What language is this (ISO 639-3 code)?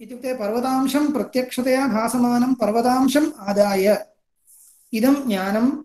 san